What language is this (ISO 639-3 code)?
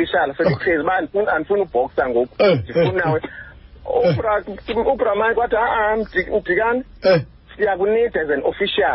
xho